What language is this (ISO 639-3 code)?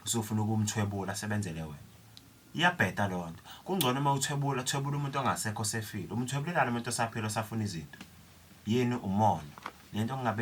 zul